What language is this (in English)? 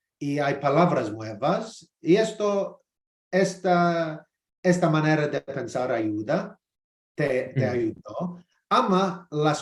Ladino